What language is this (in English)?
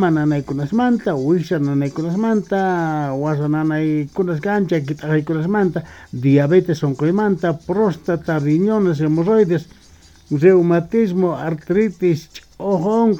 South Bolivian Quechua